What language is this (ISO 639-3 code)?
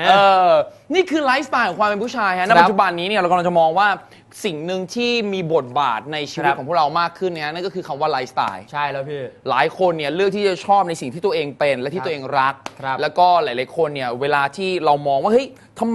tha